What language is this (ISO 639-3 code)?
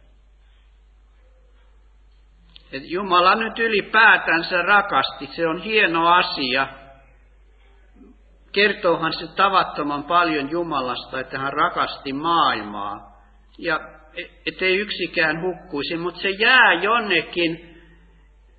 fin